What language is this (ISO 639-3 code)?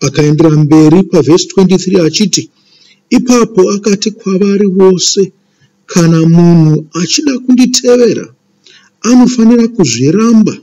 sna